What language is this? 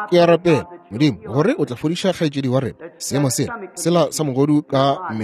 Northern Sotho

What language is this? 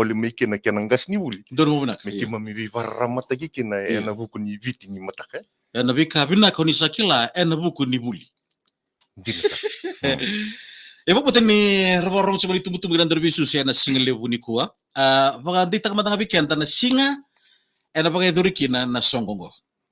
Fijian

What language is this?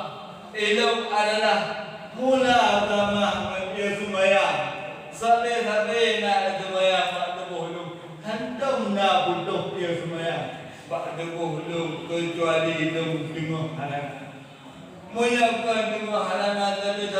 Achinese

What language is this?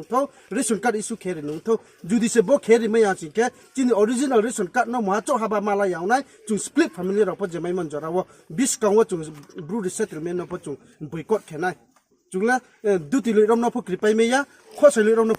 Riang (India)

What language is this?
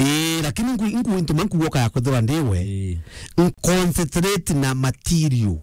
Meru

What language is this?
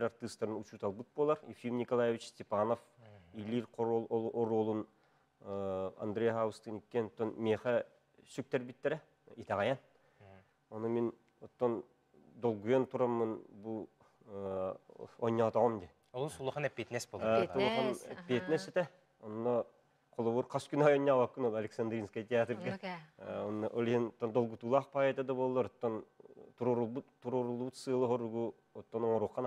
Yakut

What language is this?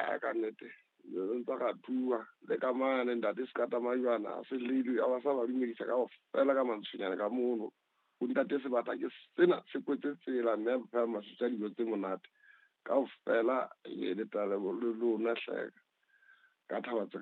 Southern Sotho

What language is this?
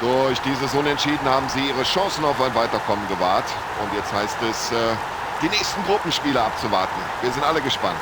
Bavarian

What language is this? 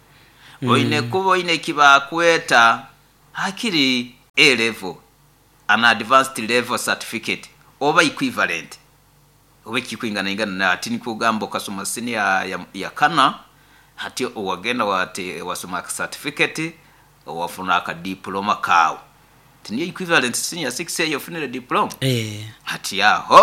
Nyoro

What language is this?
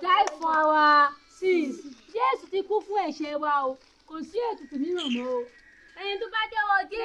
Yoruba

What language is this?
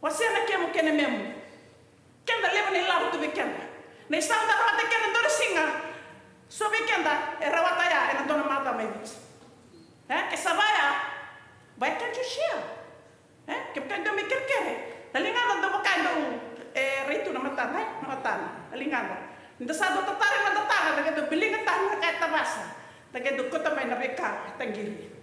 Fijian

